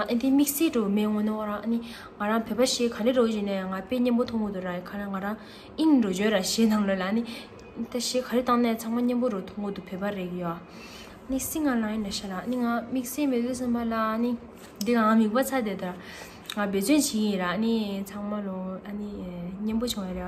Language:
Tibetan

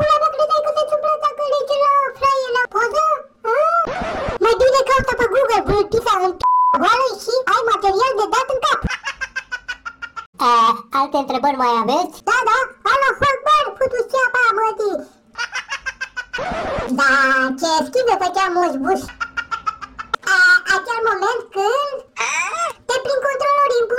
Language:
Romanian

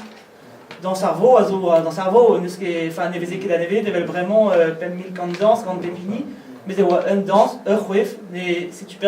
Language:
Breton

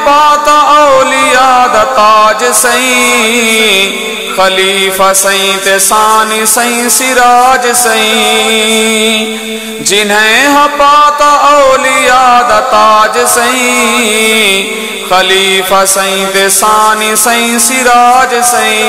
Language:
Saraiki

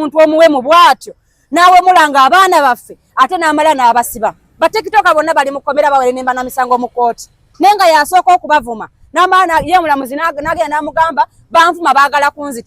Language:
Ganda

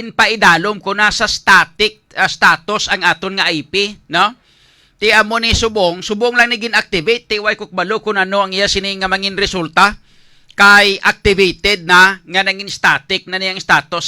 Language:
Hiligaynon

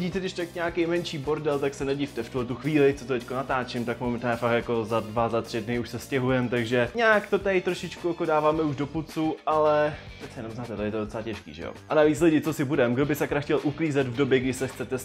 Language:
Czech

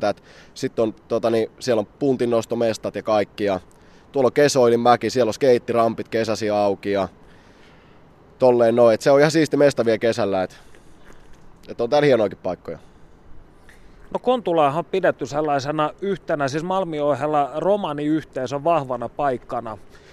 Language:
Finnish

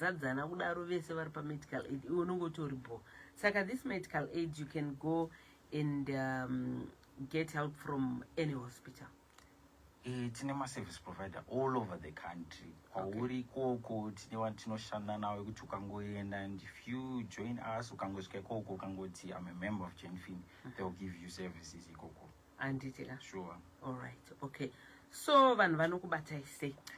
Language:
Shona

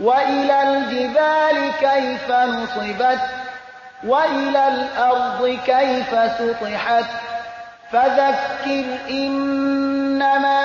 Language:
Persian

